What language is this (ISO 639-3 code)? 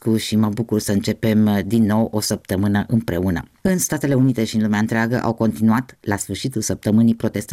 ron